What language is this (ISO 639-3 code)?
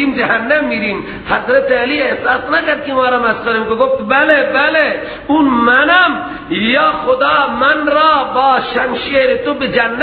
fas